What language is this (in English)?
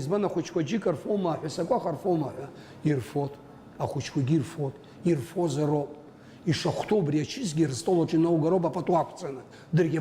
Abkhazian